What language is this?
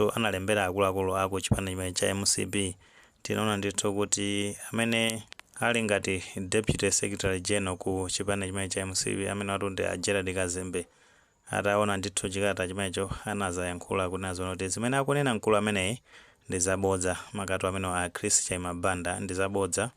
Nyanja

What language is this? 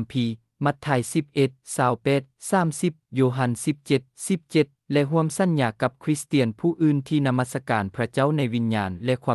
Lao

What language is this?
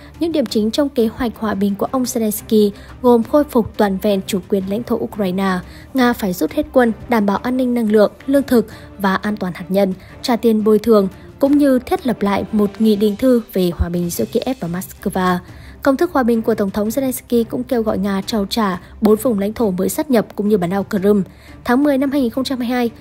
Vietnamese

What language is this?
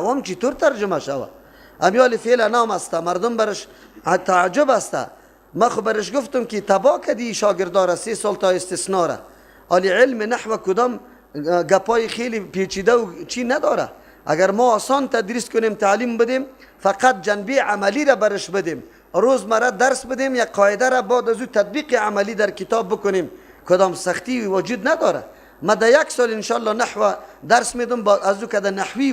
Persian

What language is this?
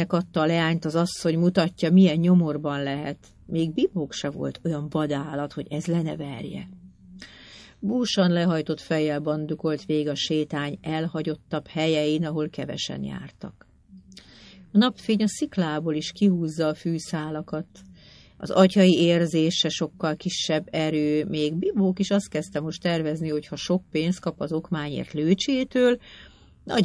Hungarian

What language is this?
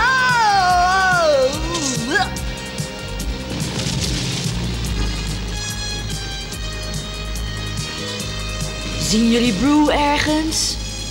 Dutch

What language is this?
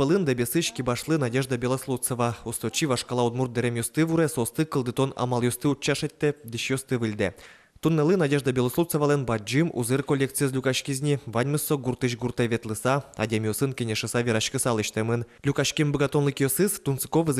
Udmurt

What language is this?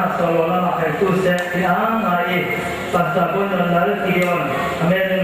Falam Chin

